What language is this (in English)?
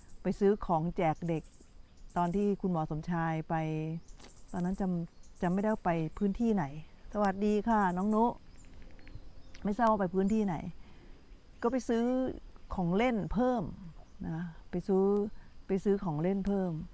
Thai